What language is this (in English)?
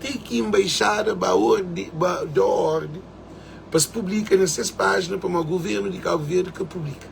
Kabuverdianu